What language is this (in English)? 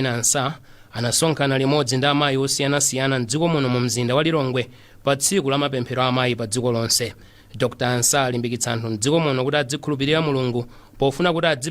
Nyanja